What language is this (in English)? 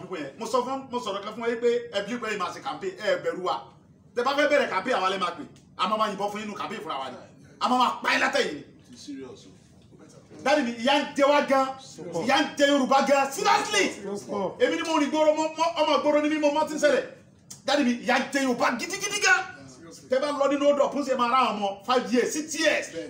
Yoruba